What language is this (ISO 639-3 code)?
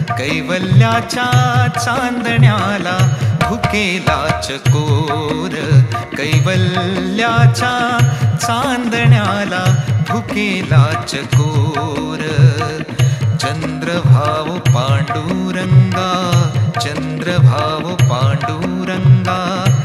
mar